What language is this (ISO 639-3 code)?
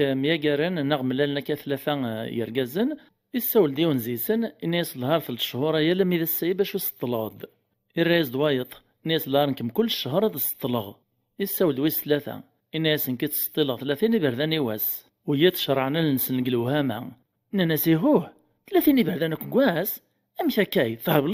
kab